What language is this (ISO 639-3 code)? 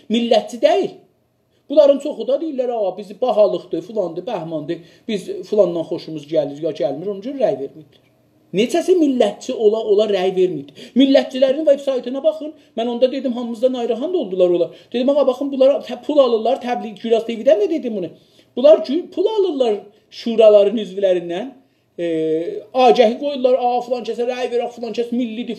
azb